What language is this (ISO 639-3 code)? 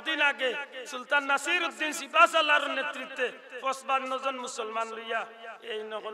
syl